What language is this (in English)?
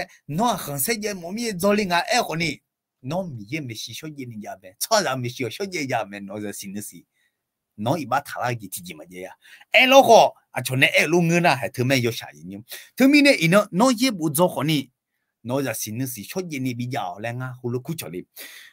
Akha